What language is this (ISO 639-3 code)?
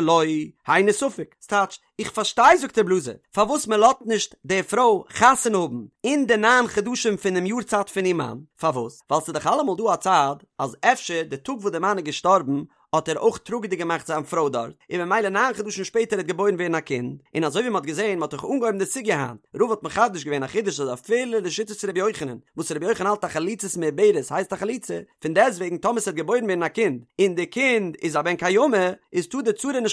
yid